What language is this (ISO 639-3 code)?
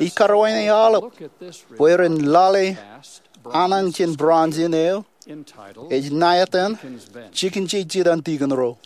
mah